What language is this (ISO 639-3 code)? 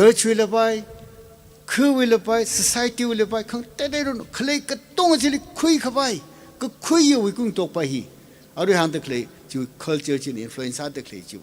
nmf